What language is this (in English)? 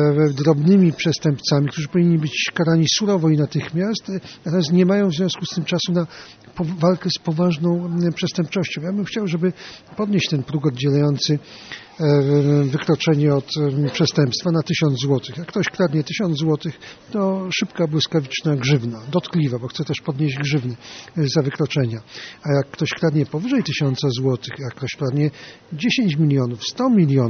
Polish